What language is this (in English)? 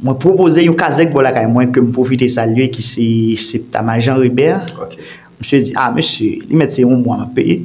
Haitian Creole